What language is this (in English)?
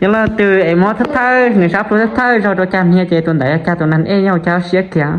Hmong